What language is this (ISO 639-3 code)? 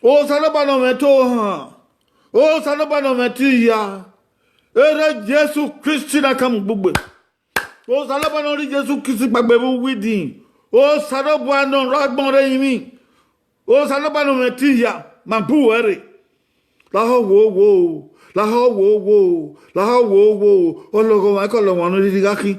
bin